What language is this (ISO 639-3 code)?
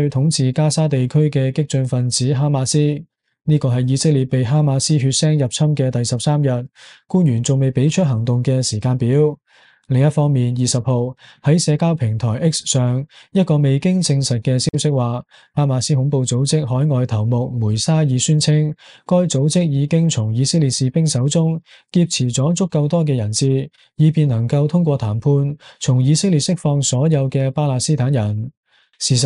yue